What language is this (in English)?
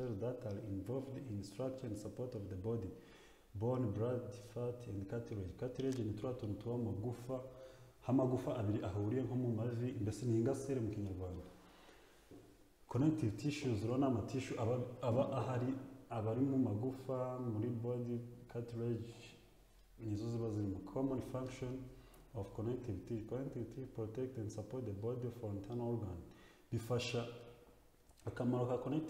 Kinyarwanda